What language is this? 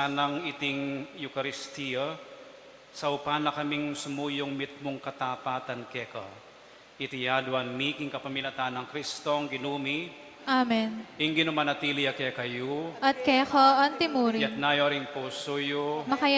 Pampanga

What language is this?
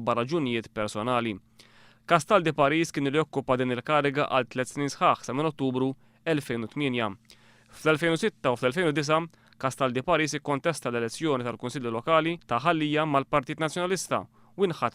Maltese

